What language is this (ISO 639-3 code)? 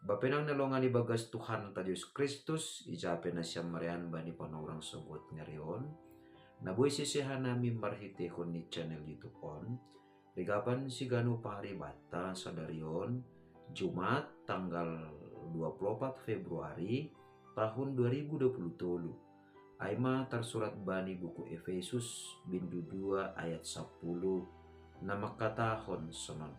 bts